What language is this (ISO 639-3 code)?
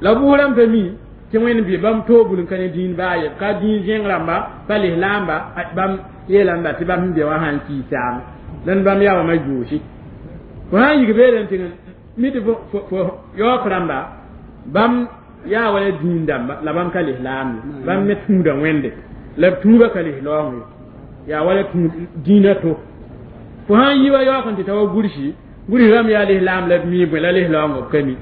mos